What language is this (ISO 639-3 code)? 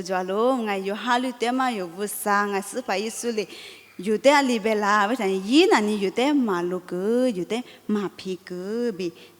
lis